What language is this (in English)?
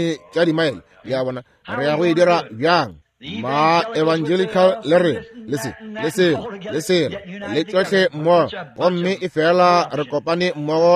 Northern Sotho